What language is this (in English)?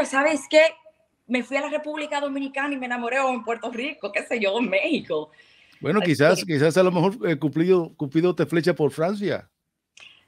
Spanish